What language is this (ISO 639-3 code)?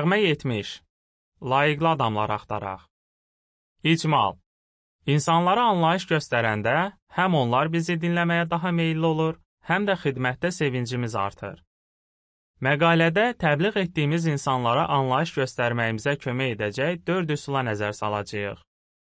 aze